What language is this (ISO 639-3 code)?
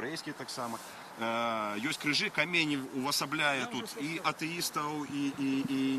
bel